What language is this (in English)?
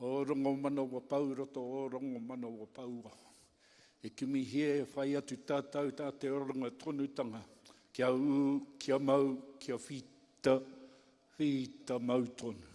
Māori